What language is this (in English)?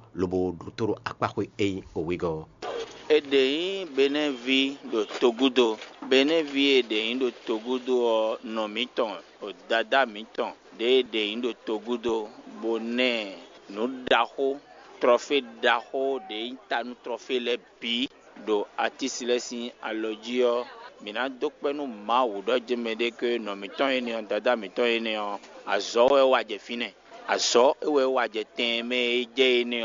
Fon